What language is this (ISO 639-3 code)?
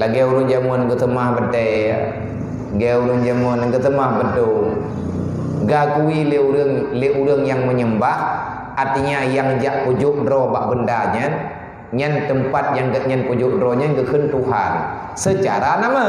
ace